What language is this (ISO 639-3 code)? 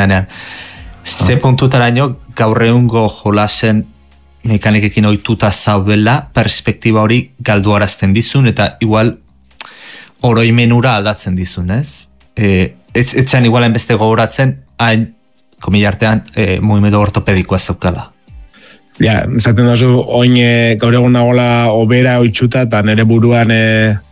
eus